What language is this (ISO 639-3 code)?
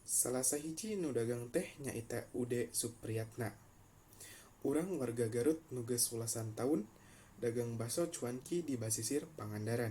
sun